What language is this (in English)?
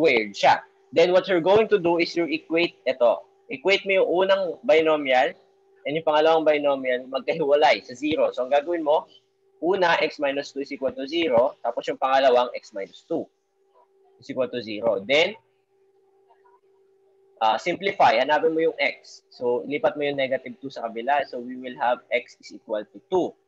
Filipino